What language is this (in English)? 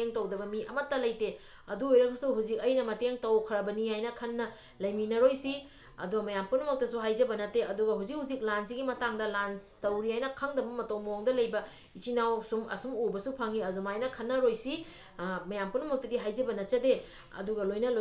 Manipuri